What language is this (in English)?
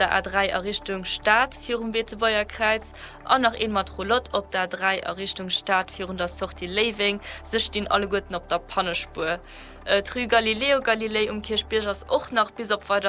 Luxembourgish